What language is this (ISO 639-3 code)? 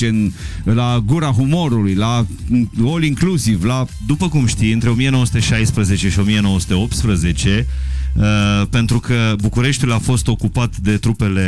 ron